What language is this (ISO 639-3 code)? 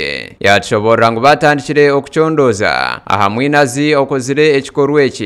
nyn